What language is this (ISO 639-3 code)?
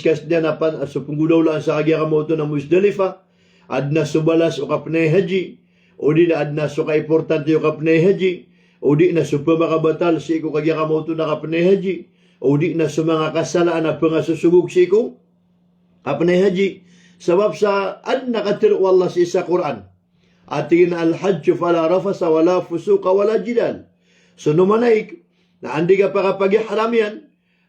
mrw